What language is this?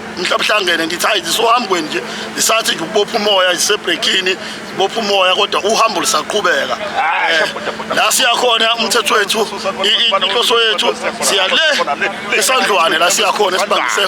Zulu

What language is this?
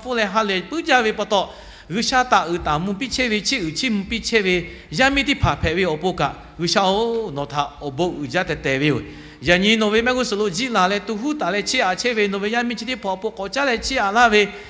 Lahu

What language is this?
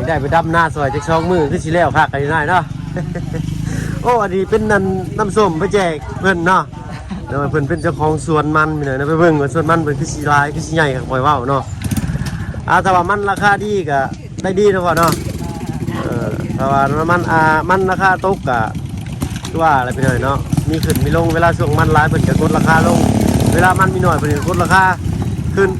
Lao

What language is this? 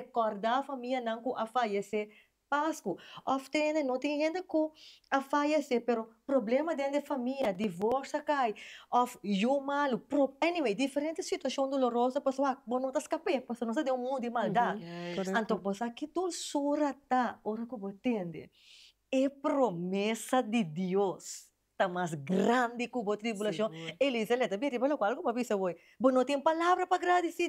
Papiamento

